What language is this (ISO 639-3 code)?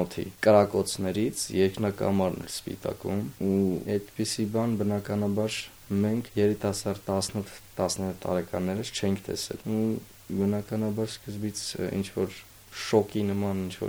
hye